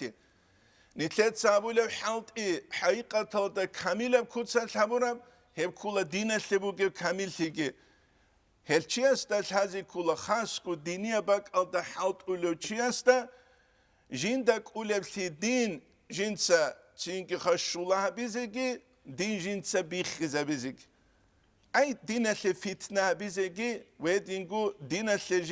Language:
Avaric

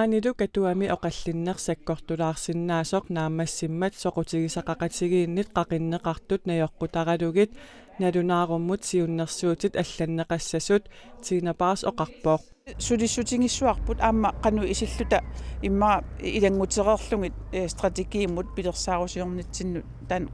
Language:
Kalaallisut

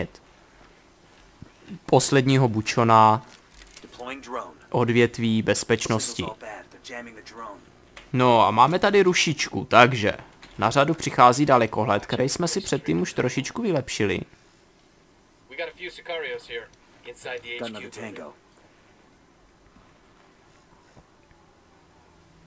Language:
Czech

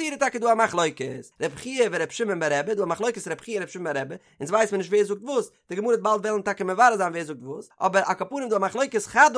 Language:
Yiddish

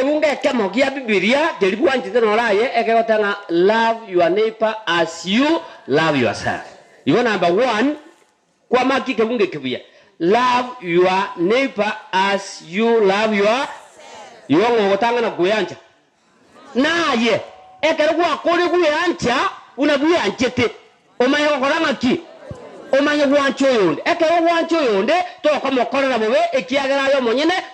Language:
Gusii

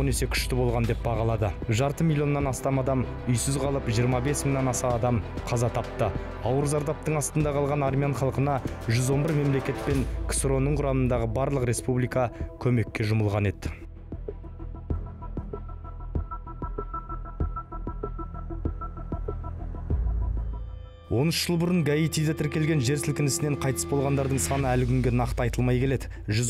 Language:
Kazakh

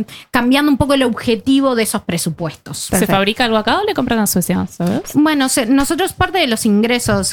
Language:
Spanish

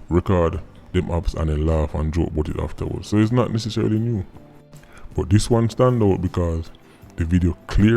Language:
Jamaican Creole English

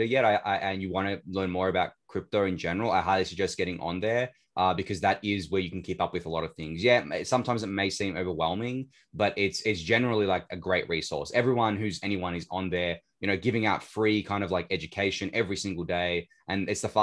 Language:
English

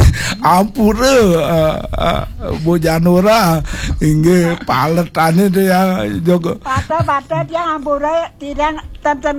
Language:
Balinese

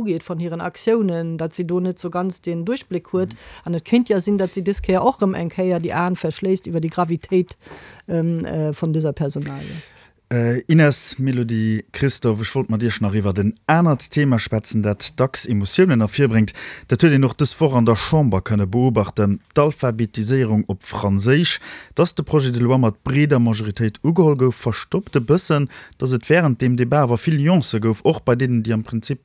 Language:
Luxembourgish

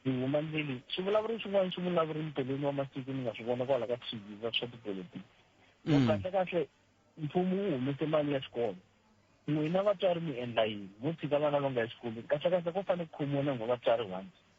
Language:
Tsonga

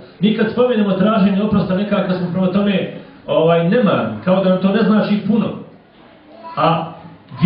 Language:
Bosnian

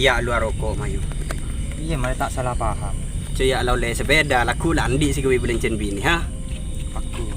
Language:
Madurese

